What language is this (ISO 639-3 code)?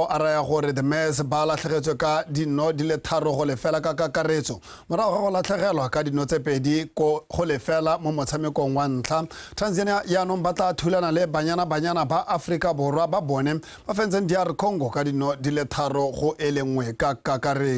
tsn